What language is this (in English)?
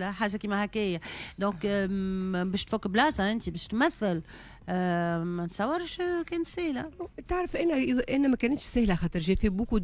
Tunisian Arabic